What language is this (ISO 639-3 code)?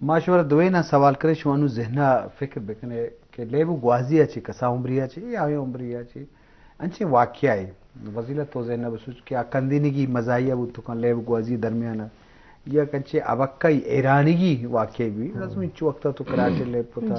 bgp